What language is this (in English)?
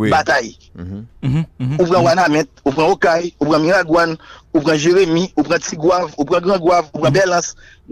Haitian Creole